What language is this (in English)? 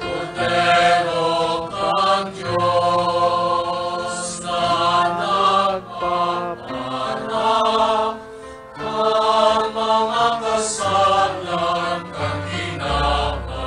Bikol